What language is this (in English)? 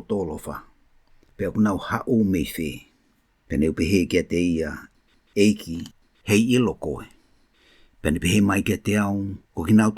Tongan